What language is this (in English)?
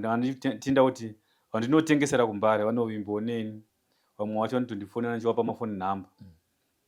Shona